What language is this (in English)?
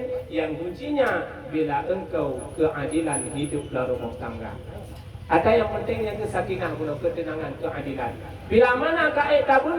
Achinese